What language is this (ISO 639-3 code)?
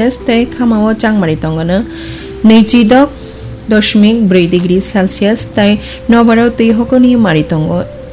trp